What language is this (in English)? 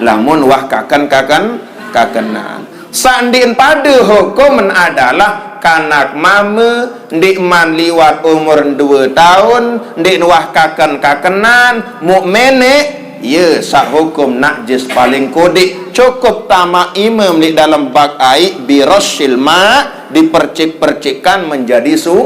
Sasak